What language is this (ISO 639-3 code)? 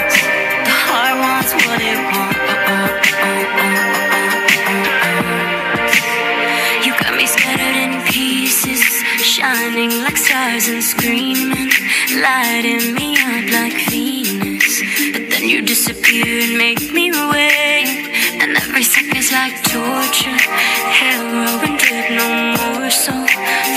eng